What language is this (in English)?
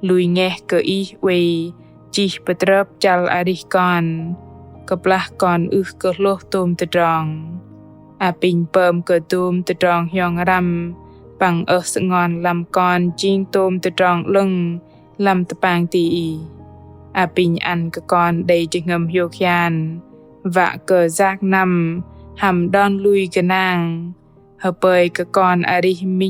Bahnar